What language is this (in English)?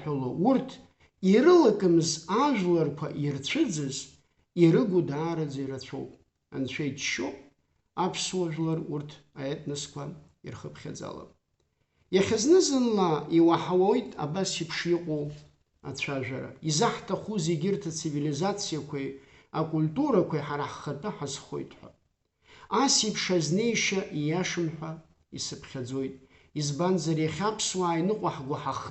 Abkhazian